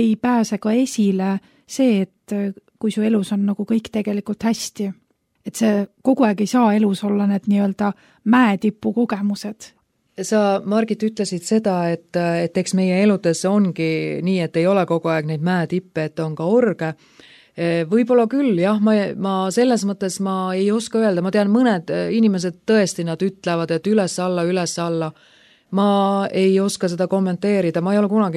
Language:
Estonian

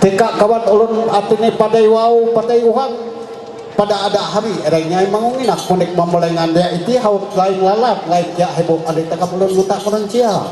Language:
Ma'anyan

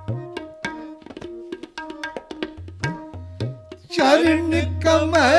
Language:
Punjabi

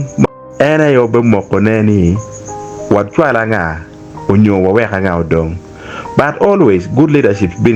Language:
Acoli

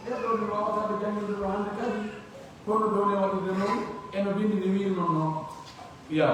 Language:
Pular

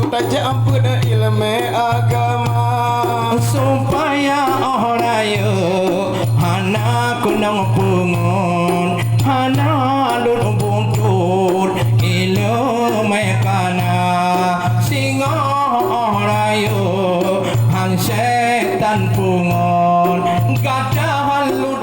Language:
Achinese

